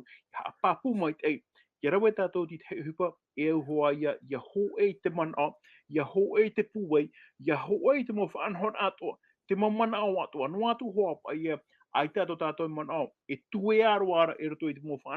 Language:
Tahitian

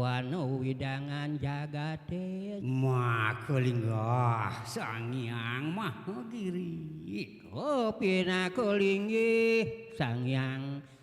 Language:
Balinese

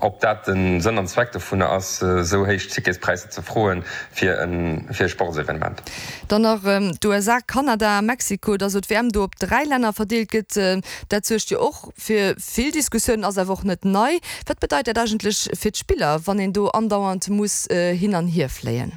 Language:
Luxembourgish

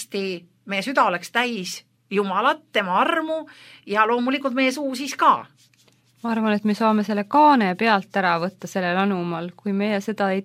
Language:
Estonian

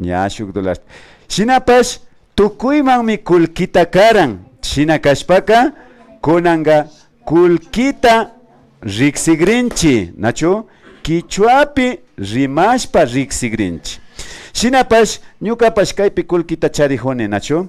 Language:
Imbabura Highland Quichua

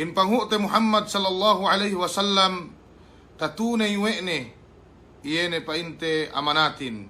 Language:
Yakan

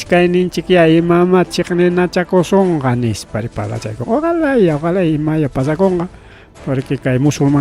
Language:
Ayacucho Quechua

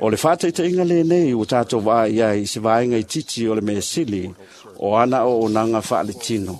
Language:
Samoan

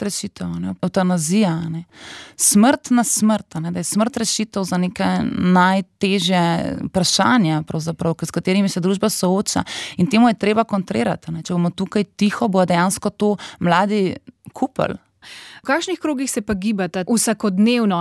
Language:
Slovenian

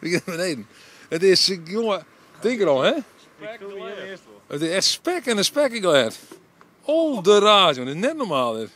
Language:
Western Frisian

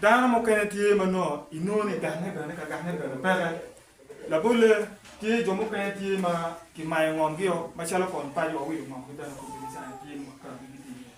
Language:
Acoli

